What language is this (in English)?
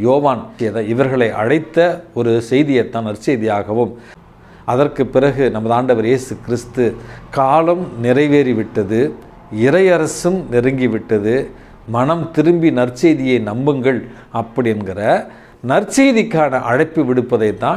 Tamil